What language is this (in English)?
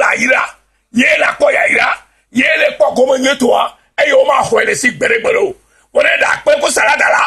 Ewe